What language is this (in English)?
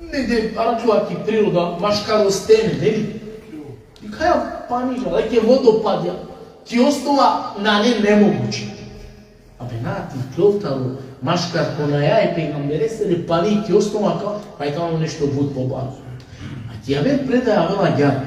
Balkan Romani